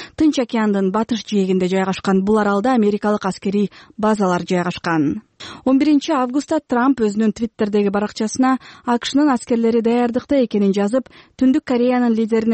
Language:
Kyrgyz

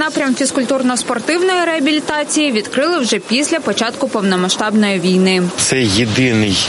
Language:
Ukrainian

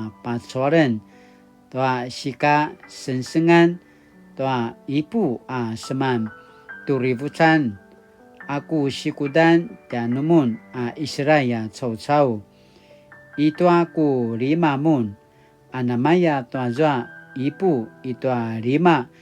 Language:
Paiwan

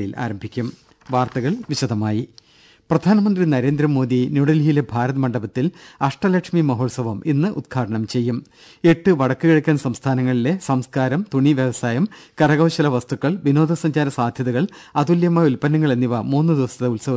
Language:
Malayalam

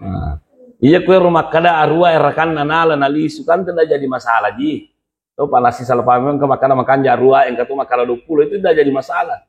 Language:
Buginese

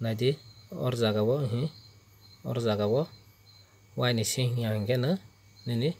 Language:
Kok Borok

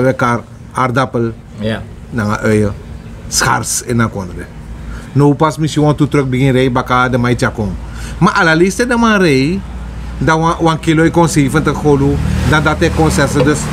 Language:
Sranan Tongo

